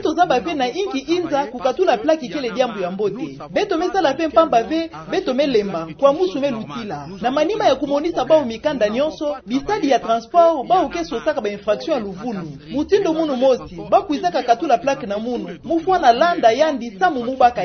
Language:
Kituba (Democratic Republic of Congo)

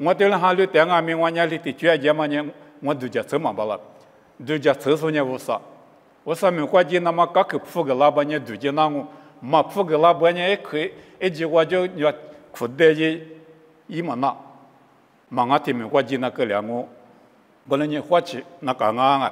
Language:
Lisu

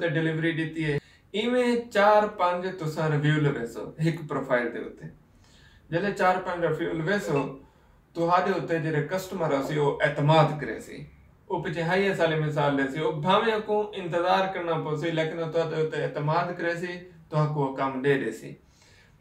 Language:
Saraiki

